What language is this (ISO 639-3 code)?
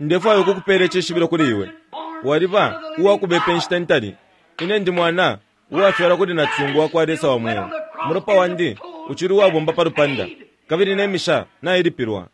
bem